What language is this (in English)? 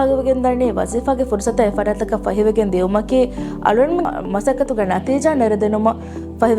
Divehi